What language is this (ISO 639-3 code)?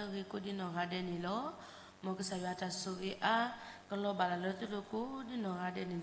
ksw